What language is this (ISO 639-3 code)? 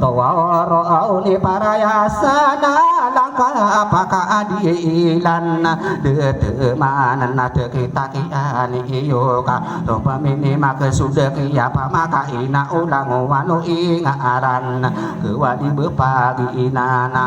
mrw